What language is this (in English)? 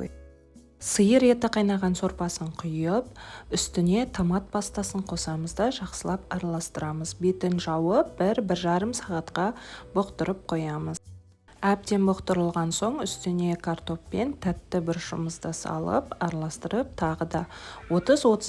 Kazakh